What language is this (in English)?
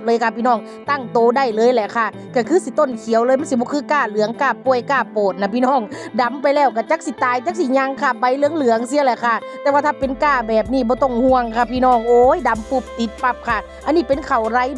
Northeastern Thai